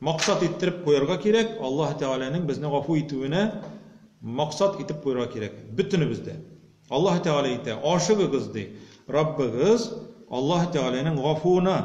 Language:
Tatar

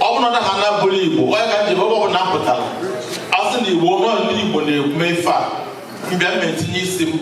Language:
Igbo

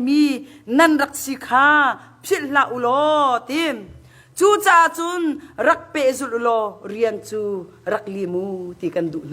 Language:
Hakha Chin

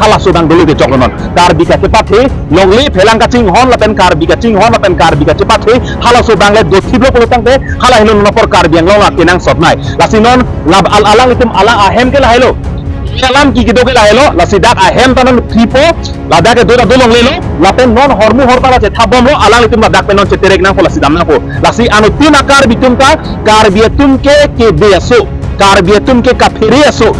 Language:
Karbi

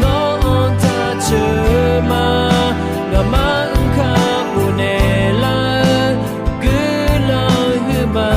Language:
Akha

